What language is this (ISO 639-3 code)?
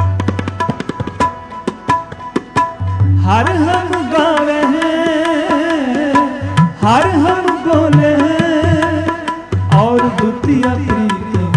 hin